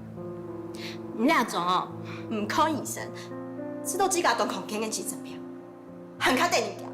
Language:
Hakka Chinese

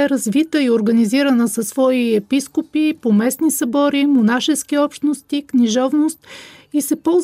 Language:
Bulgarian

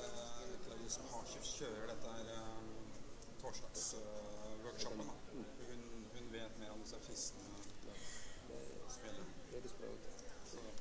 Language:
Norwegian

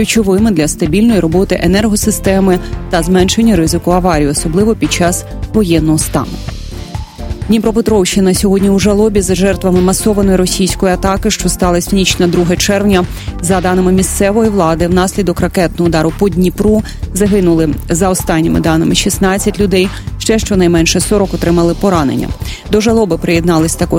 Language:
Ukrainian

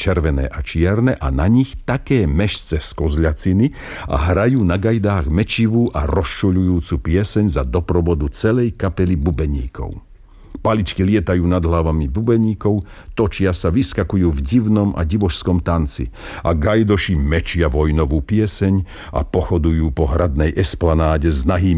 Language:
Slovak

